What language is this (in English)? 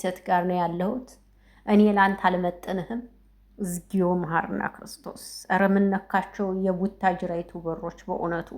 Amharic